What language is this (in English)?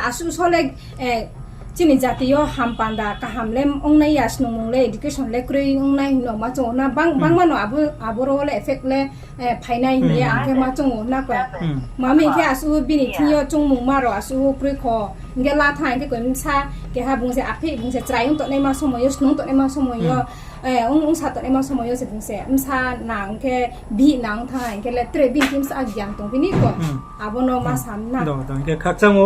Riang (India)